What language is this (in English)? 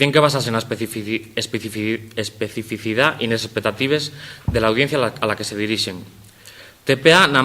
Asturian